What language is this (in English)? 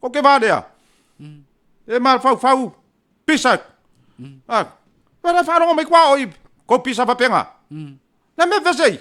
Samoan